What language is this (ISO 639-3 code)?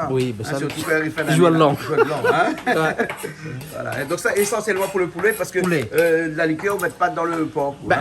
rcf